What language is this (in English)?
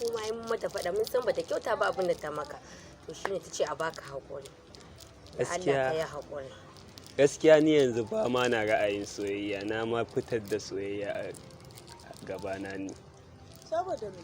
Hausa